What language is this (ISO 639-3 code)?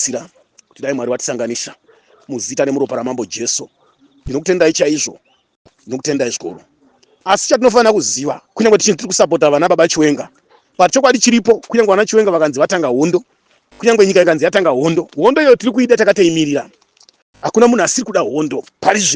sna